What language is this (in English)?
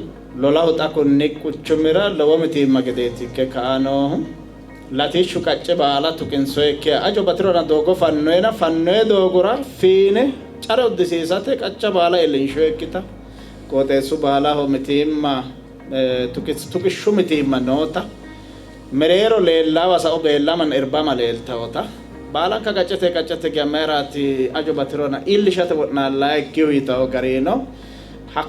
Sidamo